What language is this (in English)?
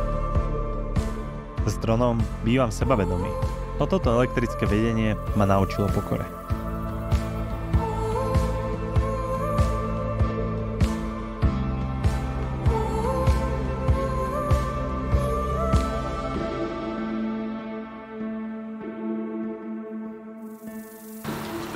Slovak